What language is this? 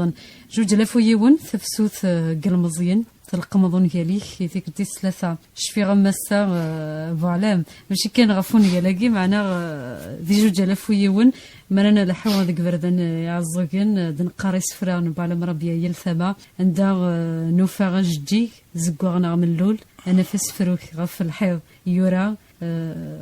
Kabyle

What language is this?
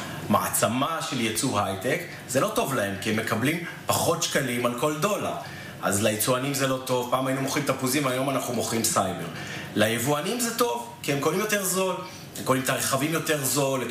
Hebrew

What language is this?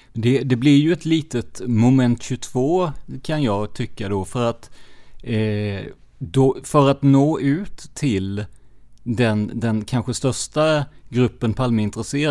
Swedish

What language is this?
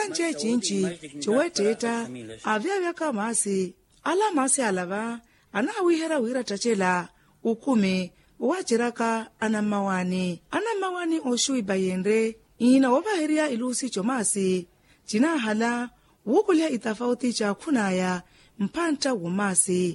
Makhuwa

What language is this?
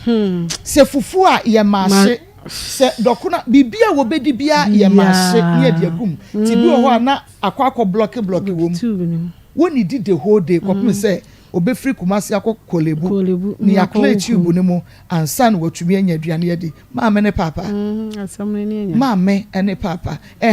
Akan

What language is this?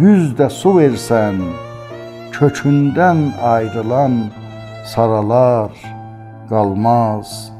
South Azerbaijani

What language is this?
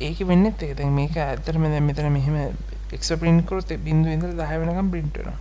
Sinhala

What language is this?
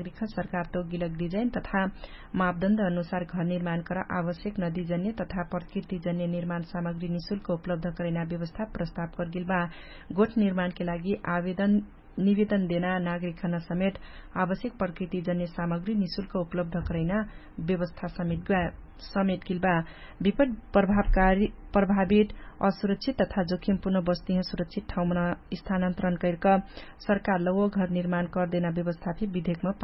Dangaura Tharu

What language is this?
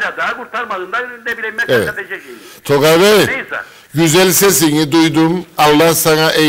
Turkish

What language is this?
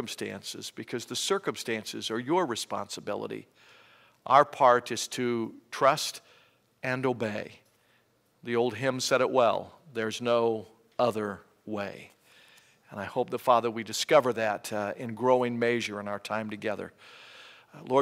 English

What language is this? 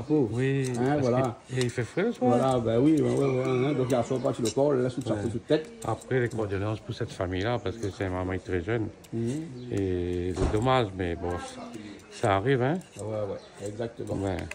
Réunion Creole French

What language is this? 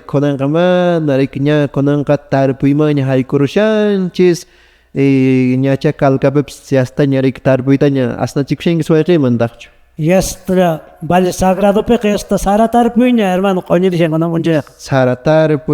Quechua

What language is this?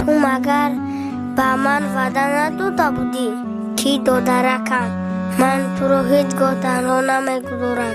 Tajik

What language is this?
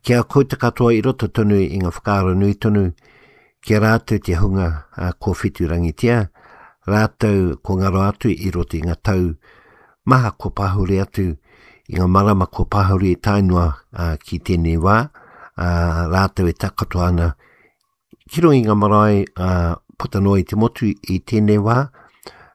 Māori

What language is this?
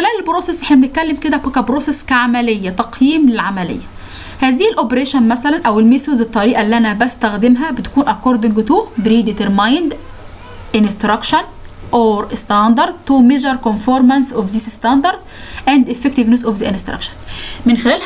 Egyptian Arabic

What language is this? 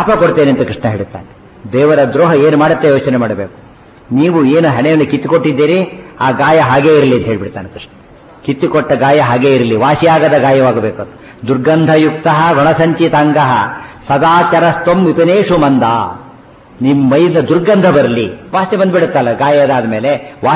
Kannada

